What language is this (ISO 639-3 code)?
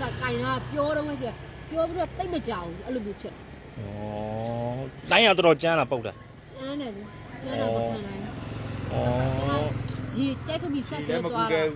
mya